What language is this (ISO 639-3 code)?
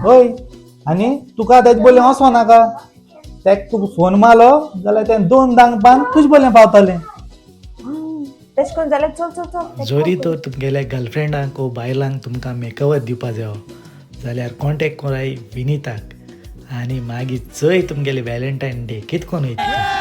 kok